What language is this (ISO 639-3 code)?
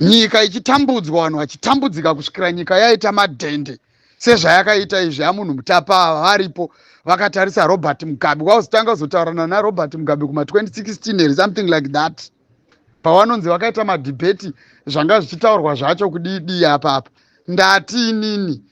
sna